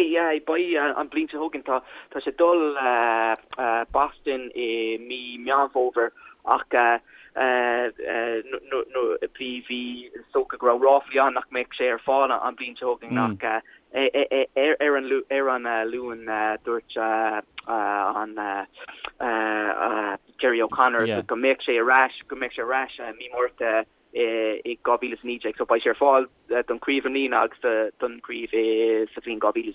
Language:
Irish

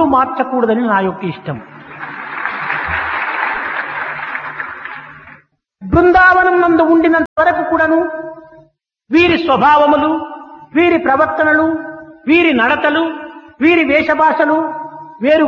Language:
Telugu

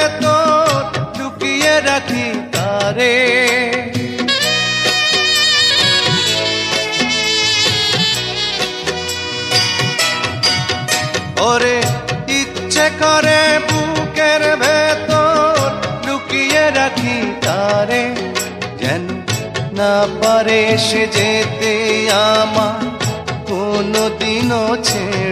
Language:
Bangla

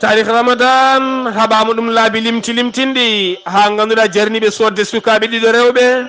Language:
Fula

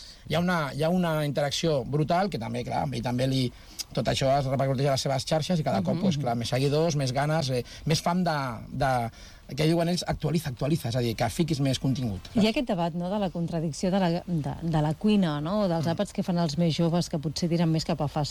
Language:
Catalan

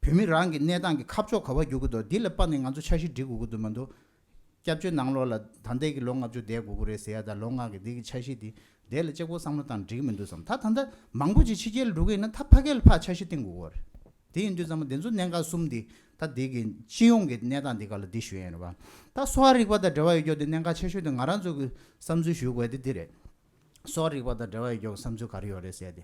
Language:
Tibetan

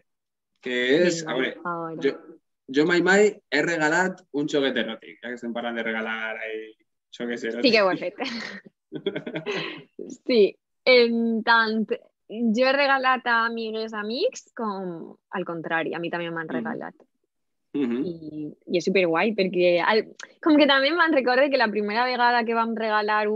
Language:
Catalan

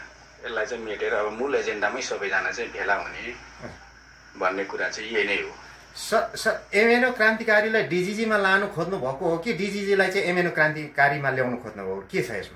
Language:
Nepali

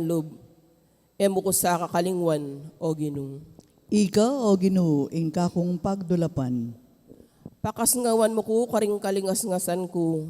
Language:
Pampanga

